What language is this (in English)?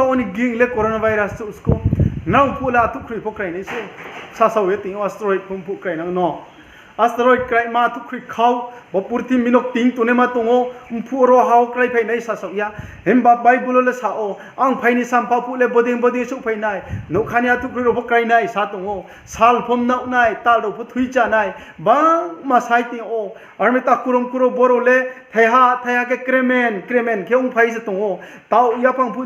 Riang (India)